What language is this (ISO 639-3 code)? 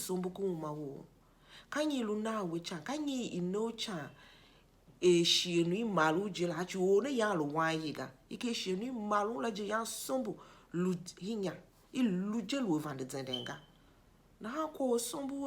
tiv